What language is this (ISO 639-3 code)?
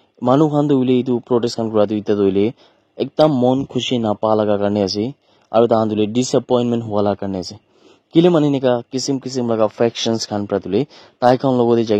nag